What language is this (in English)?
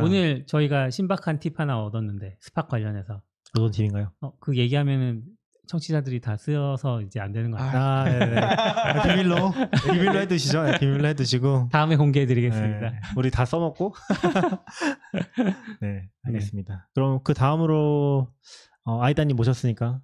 Korean